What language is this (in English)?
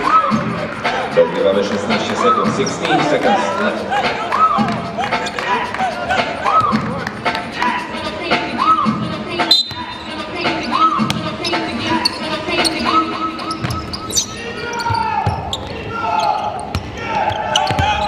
Polish